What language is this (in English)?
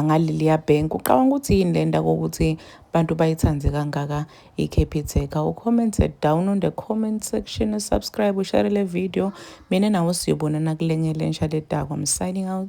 Zulu